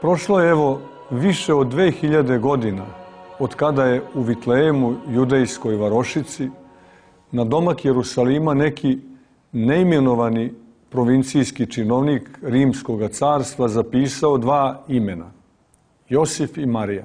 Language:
Serbian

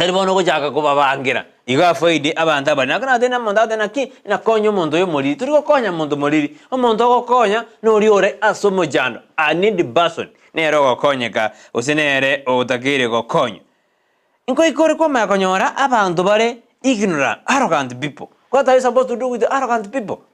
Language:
Gusii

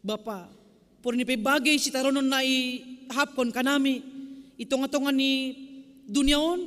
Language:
Batak Simalungun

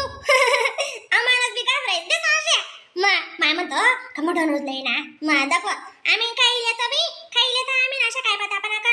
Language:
Khandesi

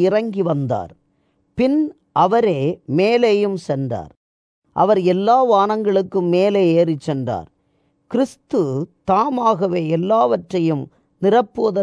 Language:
Tamil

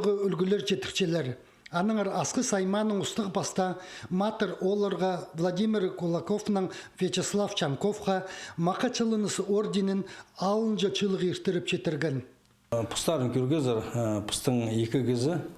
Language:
Khakas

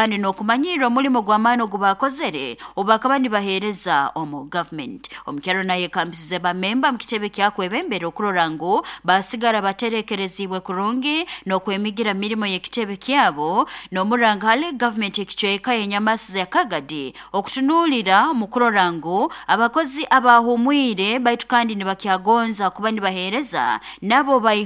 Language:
Nyoro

